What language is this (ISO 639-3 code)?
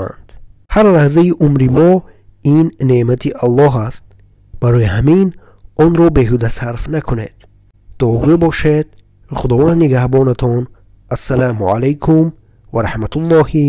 tgk